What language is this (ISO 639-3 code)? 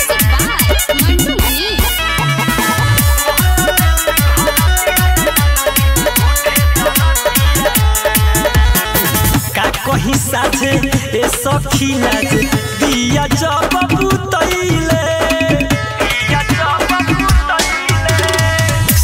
bho